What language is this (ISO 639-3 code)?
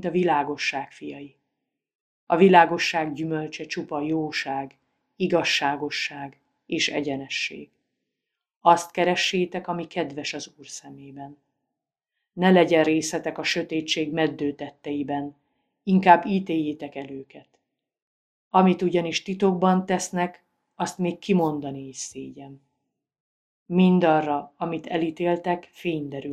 hun